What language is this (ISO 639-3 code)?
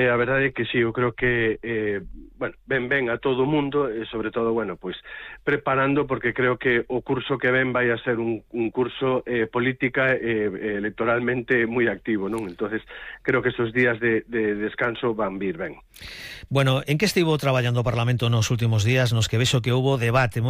glg